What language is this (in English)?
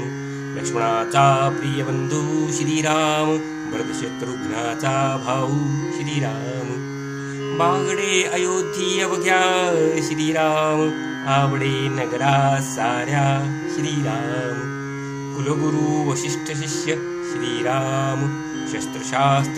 Marathi